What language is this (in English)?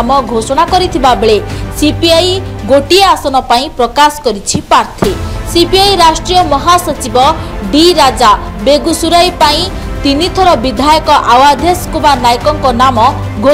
Odia